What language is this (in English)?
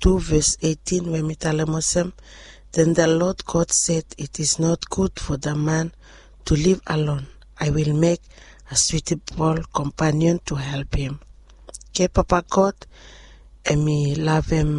Bislama